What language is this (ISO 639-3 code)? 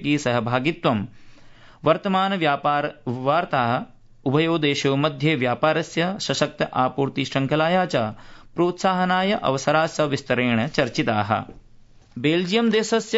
san